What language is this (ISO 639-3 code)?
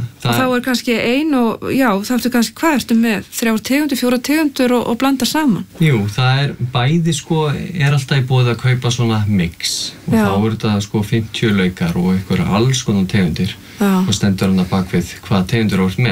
isl